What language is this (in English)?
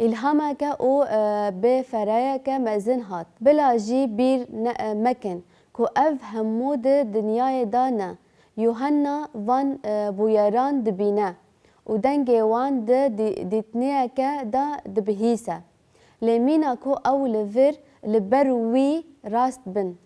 Kurdish